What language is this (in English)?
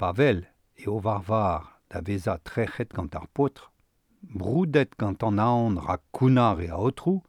Breton